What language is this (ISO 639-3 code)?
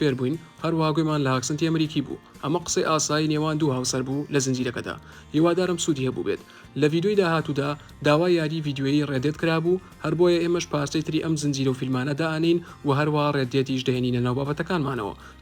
ckb